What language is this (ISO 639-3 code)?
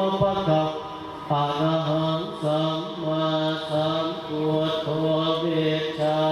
pli